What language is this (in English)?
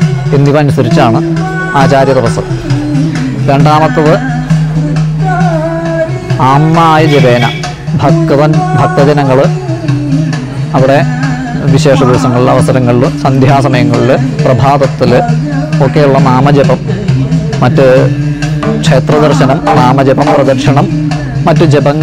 Malayalam